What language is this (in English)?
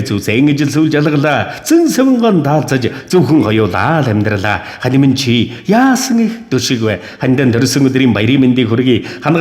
Mongolian